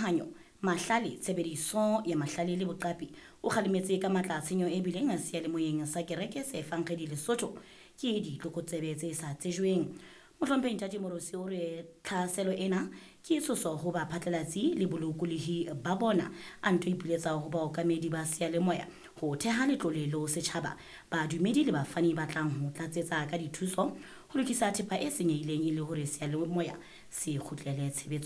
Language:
Southern Sotho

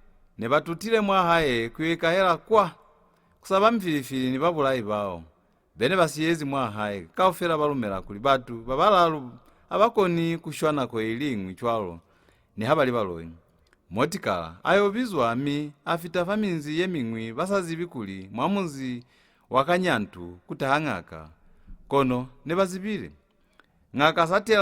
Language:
Lozi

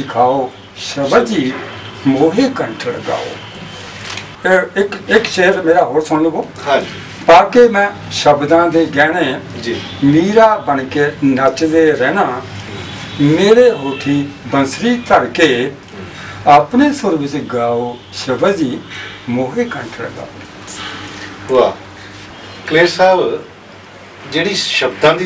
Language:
Punjabi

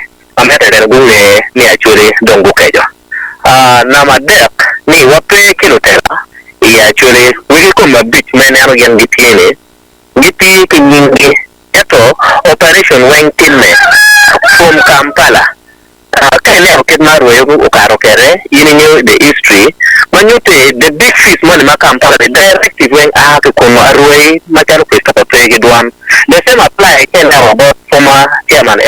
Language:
Acoli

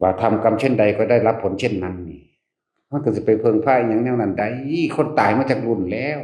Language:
Northeastern Thai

